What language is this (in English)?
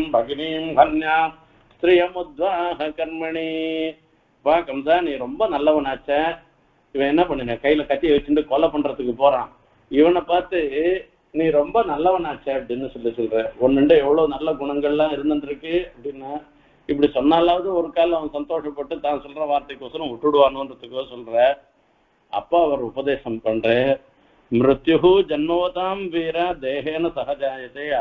Tamil